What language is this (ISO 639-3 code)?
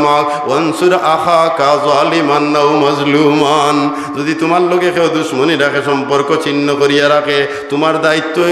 syl